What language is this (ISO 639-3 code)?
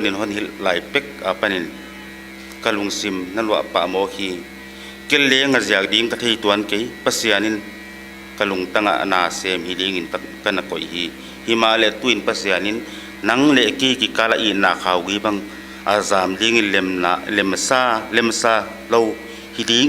pck